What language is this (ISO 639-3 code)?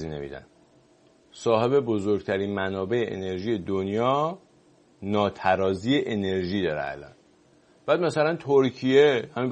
fas